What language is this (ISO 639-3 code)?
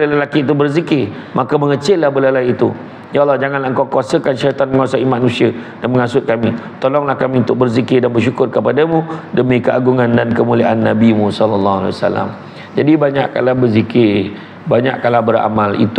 msa